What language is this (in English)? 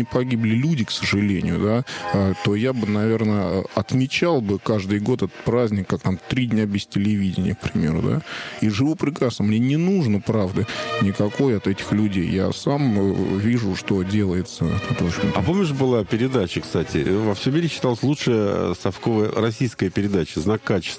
Russian